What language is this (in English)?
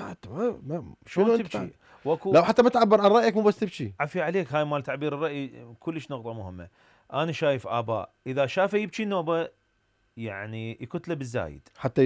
Mesopotamian Arabic